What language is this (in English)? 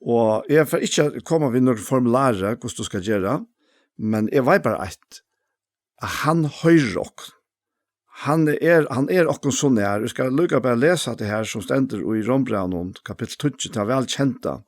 Faroese